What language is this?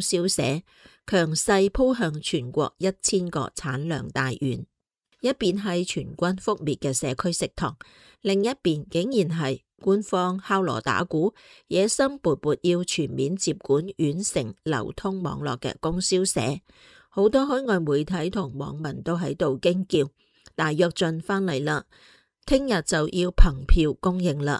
Cantonese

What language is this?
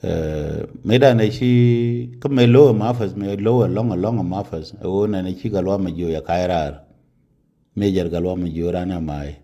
Nuer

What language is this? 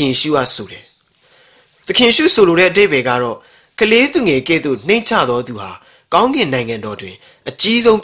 Burmese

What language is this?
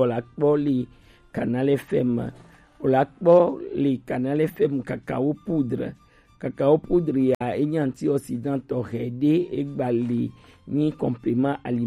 Gen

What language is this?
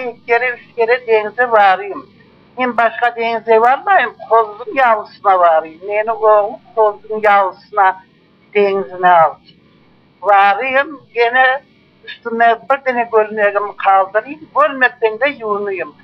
Crimean Tatar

